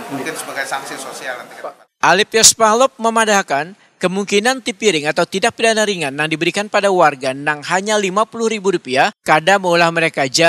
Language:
Banjar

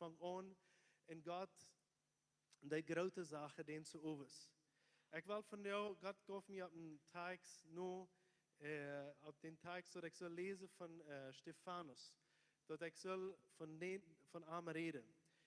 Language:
Plautdietsch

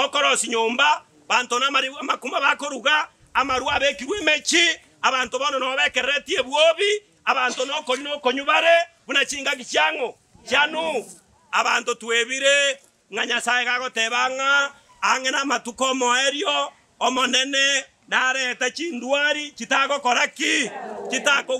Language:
Gusii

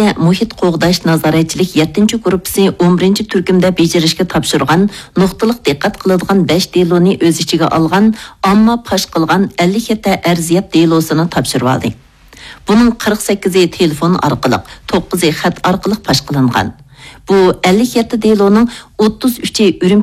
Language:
Uyghur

